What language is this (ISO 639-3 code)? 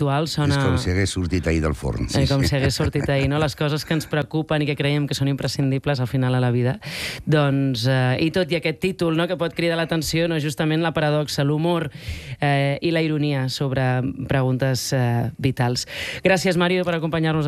cat